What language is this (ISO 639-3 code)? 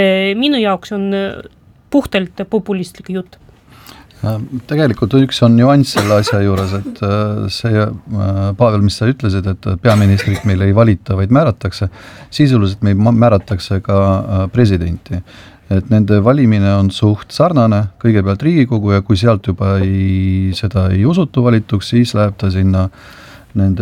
est